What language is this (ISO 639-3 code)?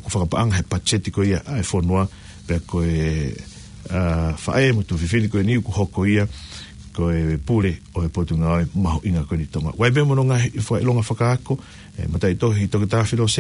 ton